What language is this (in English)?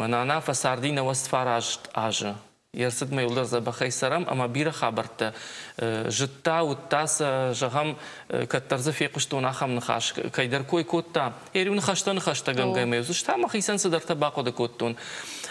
Ossetic